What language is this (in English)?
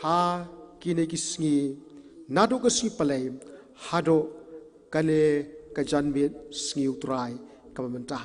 Khasi